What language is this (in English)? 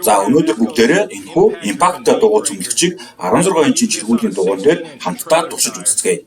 Mongolian